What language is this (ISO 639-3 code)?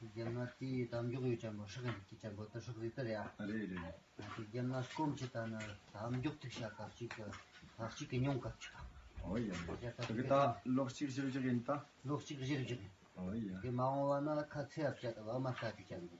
bod